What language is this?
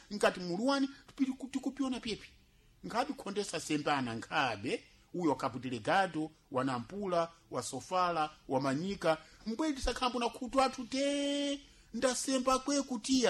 Sena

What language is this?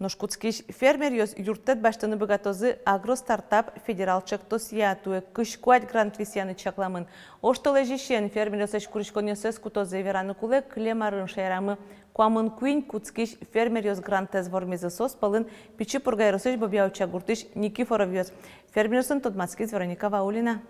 Udmurt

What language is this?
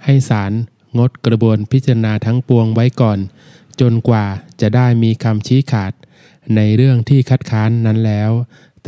Thai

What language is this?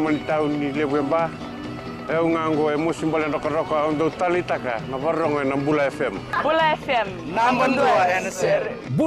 Fijian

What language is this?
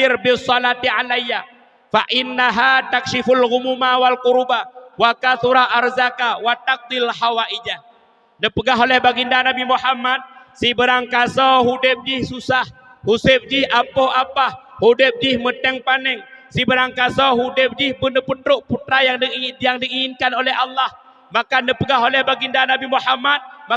Achinese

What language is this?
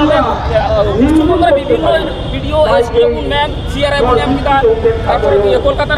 Santali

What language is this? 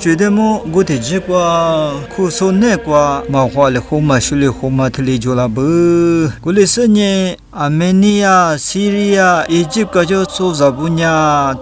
Lisu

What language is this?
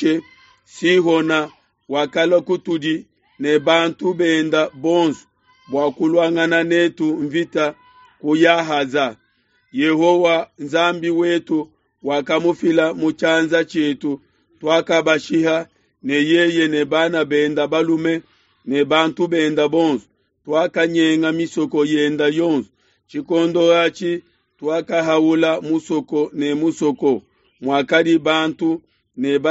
Luba-Lulua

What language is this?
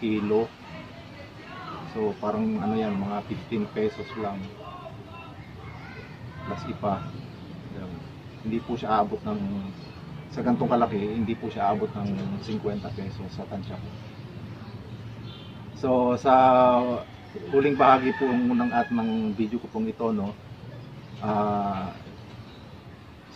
Filipino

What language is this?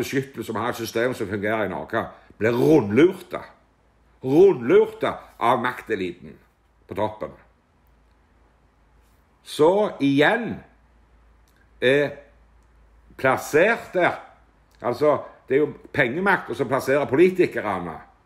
Norwegian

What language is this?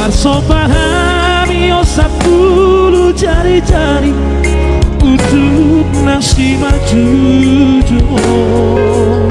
Batak Toba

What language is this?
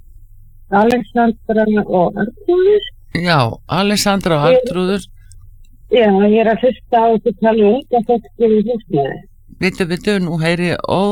Icelandic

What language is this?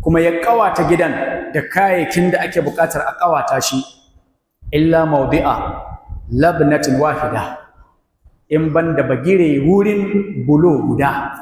Hausa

